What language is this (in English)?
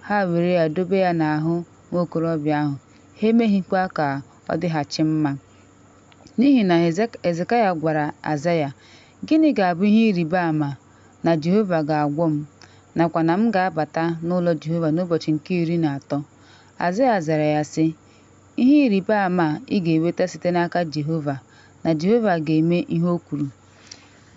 Igbo